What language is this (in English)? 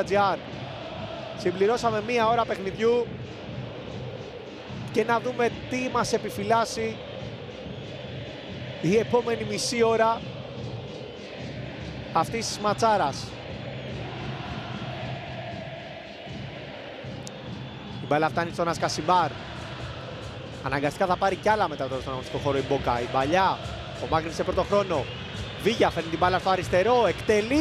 Greek